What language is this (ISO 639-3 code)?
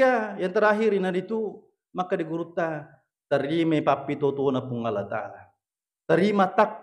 bug